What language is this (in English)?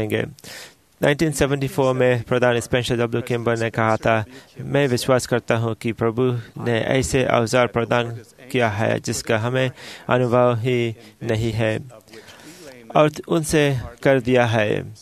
Hindi